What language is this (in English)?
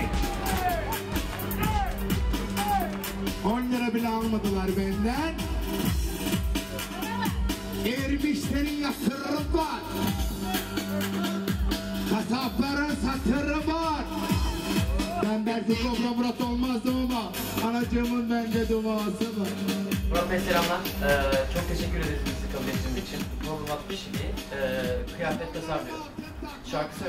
Turkish